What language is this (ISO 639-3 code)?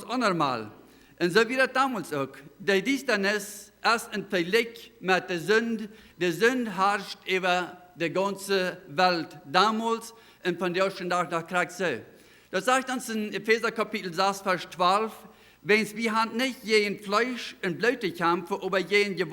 pdt